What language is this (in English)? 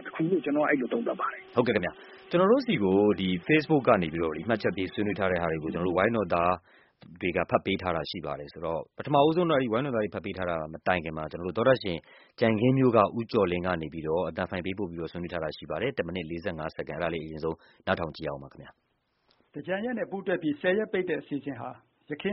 Burmese